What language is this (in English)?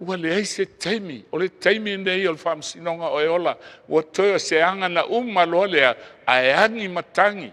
Samoan